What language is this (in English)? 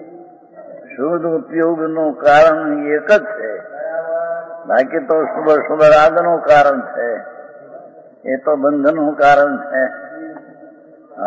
Gujarati